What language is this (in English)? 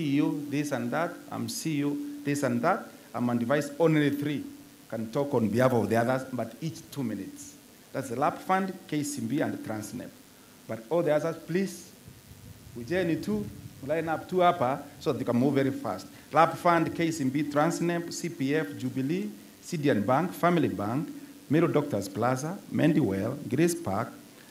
Meru